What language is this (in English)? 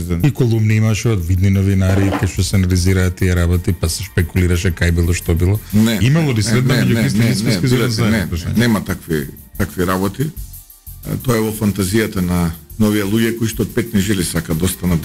Macedonian